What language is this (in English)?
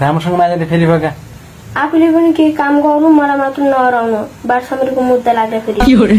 Nepali